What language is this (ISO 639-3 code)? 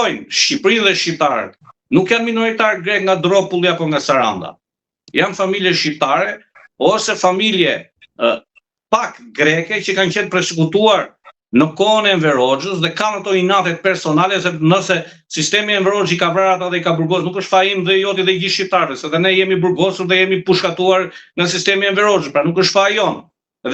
sqi